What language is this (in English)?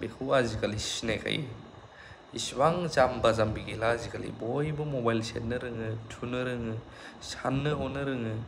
Bodo